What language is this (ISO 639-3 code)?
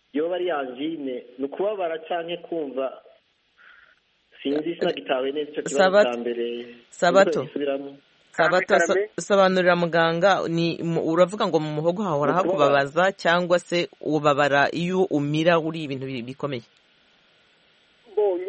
kin